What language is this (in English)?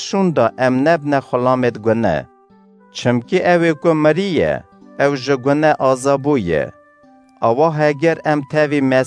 Kurdish